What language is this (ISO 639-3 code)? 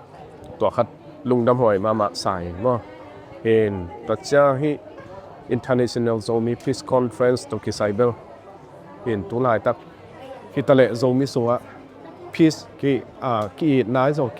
ctd